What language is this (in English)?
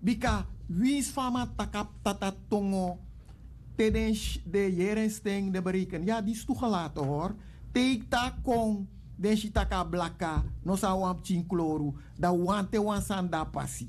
Sranan Tongo